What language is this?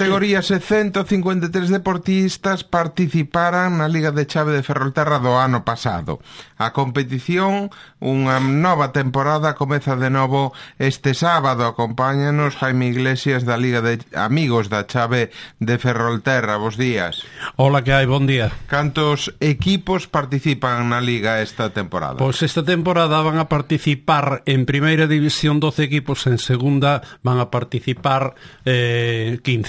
Galician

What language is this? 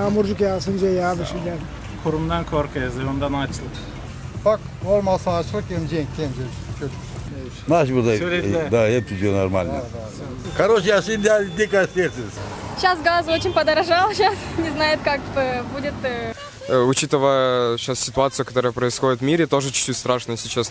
Gagauz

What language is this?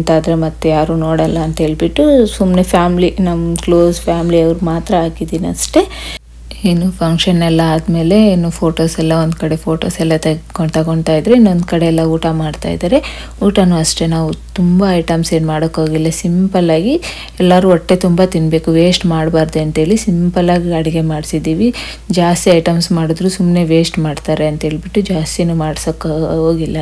Kannada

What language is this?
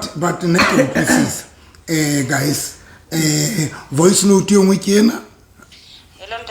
Southern Sotho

